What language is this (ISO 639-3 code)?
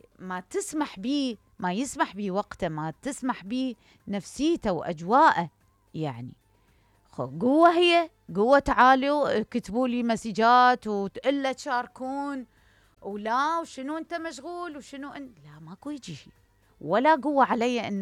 acm